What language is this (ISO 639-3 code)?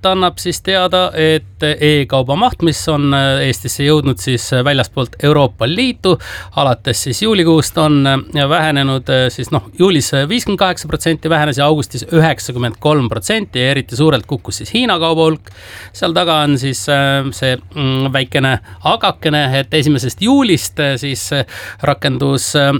est